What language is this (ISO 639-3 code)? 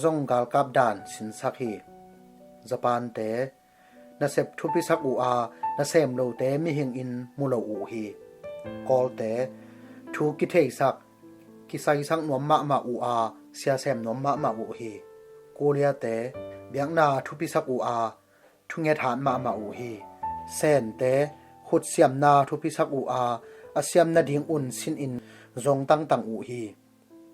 ctd